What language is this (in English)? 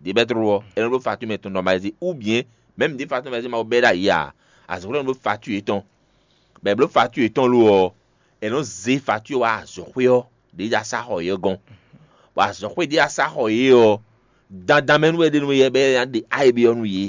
Fon